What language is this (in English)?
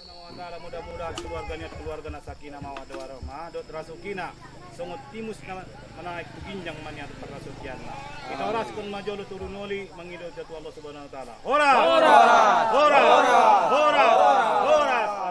Batak Angkola